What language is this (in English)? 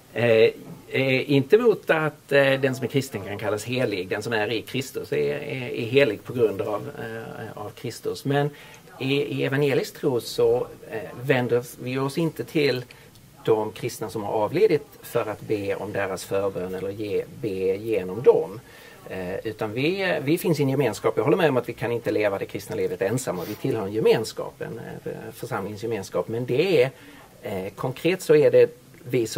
Swedish